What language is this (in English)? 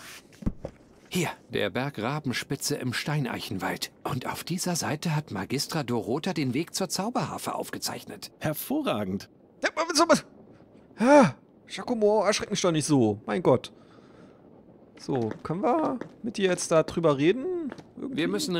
German